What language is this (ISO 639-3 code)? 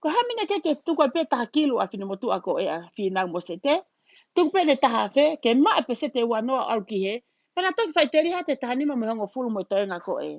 ton